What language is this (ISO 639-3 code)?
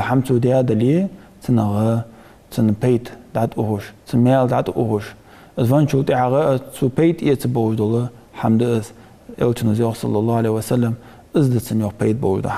inh